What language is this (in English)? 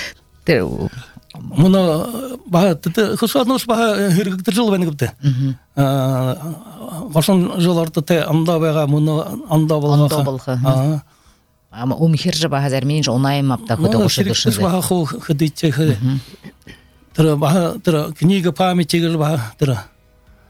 Buriat